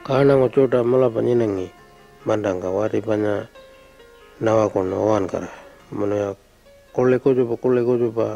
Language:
Pitjantjatjara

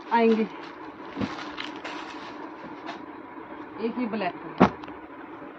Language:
Hindi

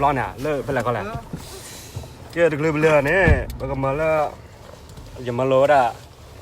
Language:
S'gaw Karen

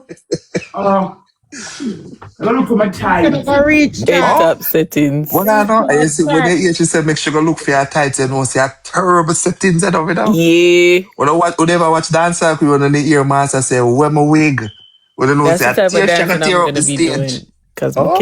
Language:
Jamaican Creole English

